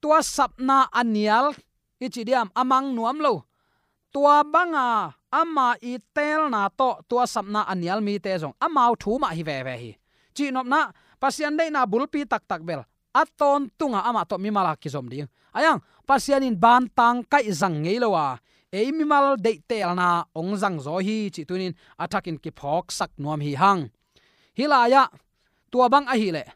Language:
Tedim Chin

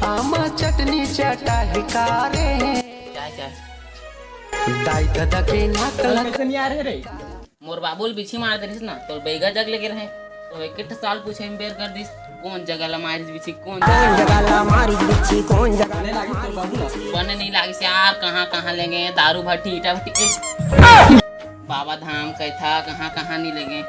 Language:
Chhattisgarhi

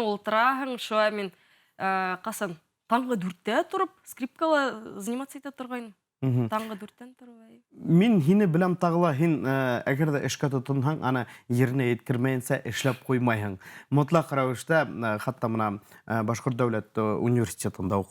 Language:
Bashkir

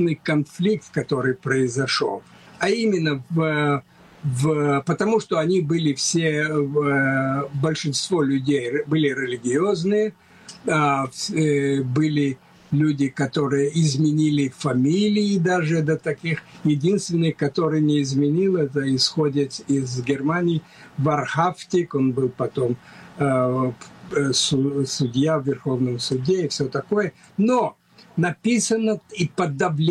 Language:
Russian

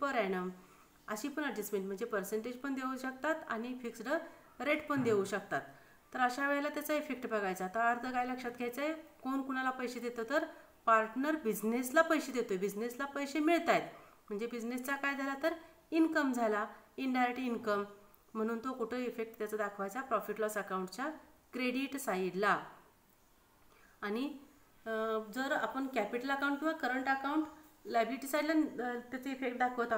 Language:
Marathi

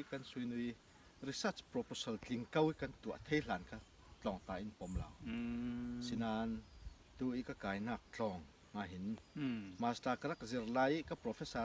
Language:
Falam Chin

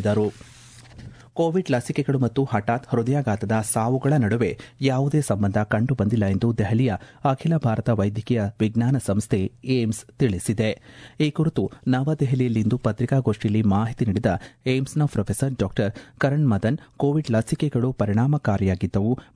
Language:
Kannada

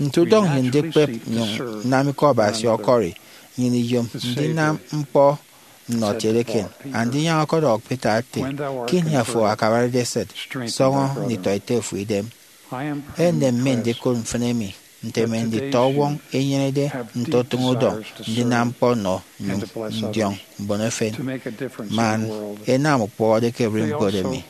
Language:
Efik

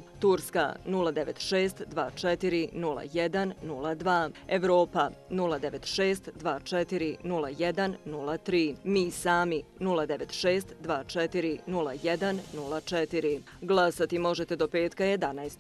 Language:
Bosnian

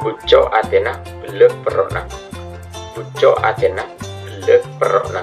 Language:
Madurese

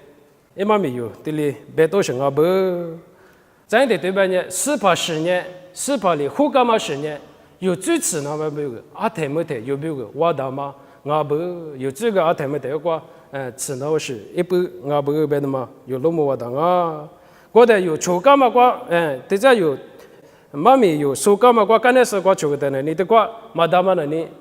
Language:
Lisu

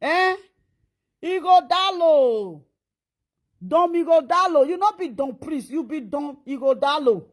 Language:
Nigerian Pidgin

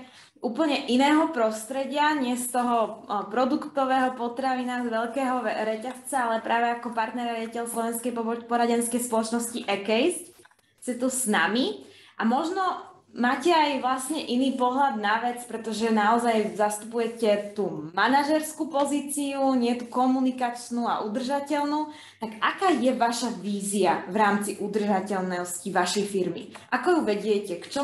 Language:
Slovak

